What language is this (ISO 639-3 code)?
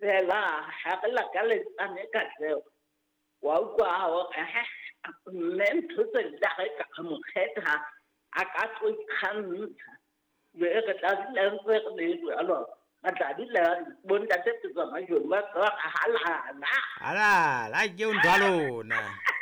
sot